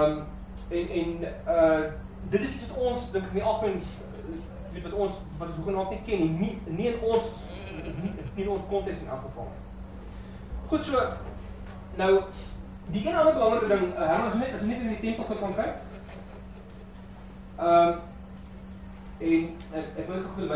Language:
Afrikaans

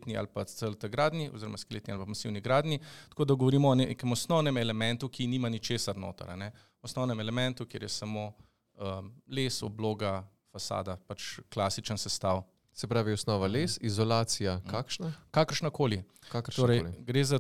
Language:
Slovenian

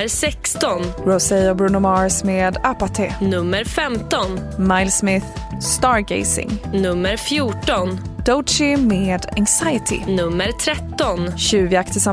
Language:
Swedish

